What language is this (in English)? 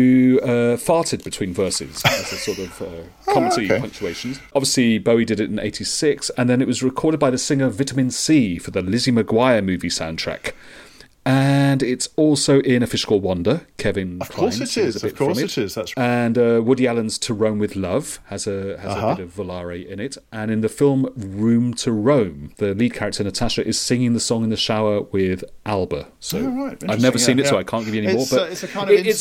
English